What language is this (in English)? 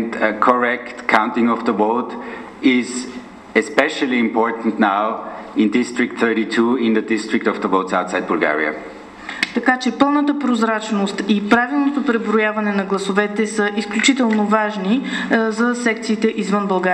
Bulgarian